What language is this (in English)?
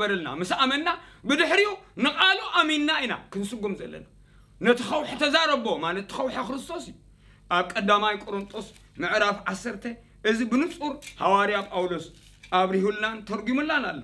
Tigrinya